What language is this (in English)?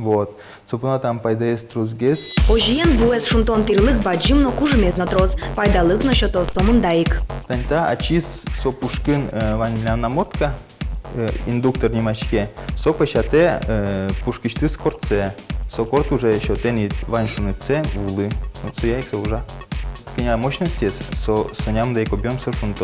Udmurt